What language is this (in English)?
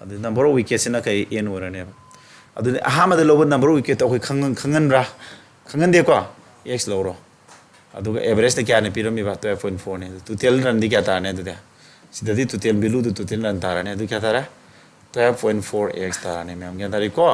Manipuri